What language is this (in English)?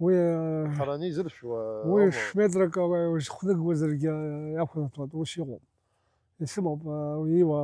Abkhazian